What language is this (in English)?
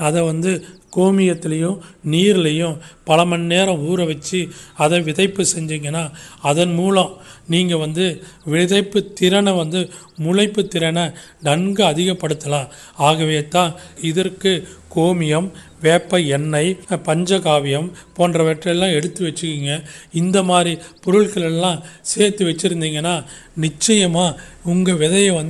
Tamil